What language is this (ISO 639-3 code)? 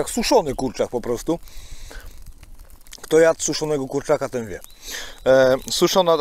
pol